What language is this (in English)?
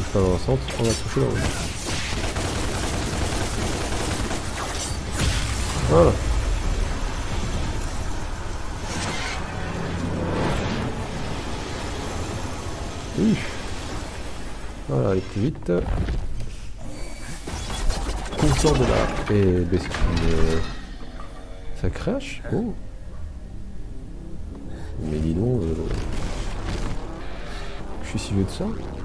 French